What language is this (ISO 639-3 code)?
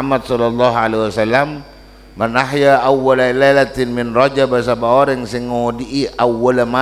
mad